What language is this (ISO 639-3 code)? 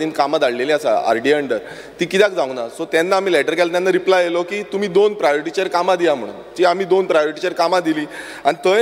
kok